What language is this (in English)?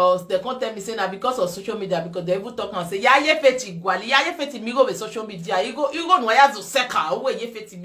Nigerian Pidgin